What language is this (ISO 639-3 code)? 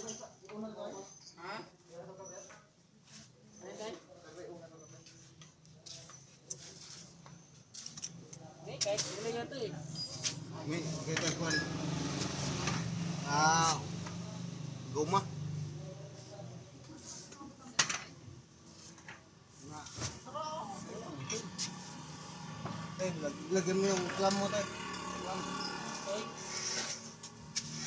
fil